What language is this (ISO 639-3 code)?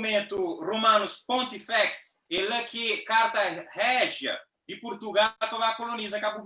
kea